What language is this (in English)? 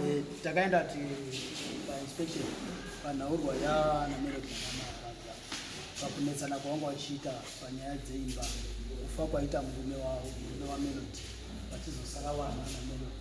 Shona